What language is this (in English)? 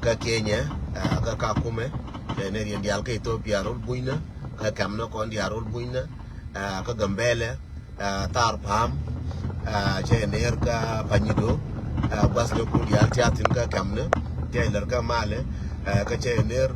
Nuer